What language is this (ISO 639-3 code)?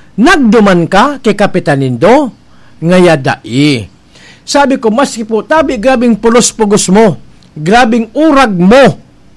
bik